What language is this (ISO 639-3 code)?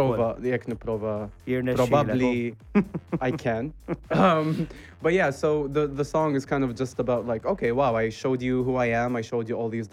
mlt